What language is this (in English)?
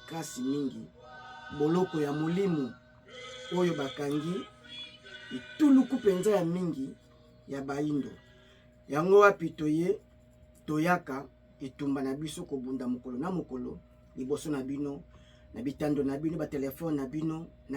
Lingala